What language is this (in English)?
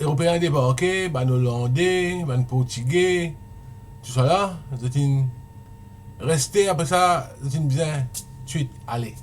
Morisyen